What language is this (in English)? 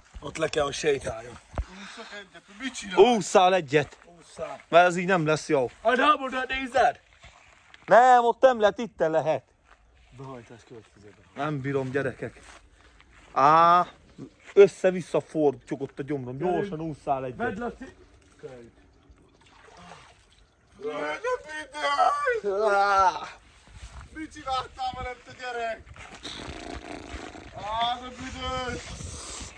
Hungarian